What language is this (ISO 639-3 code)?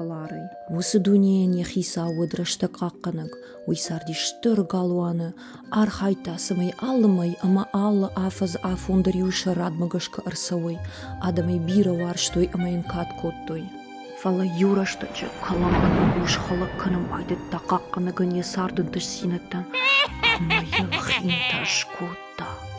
oss